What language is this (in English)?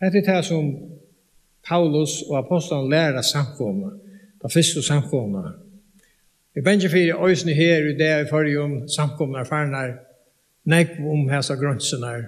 Faroese